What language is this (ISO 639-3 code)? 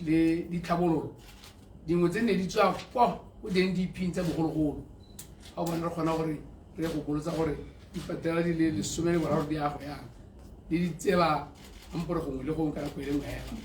tsn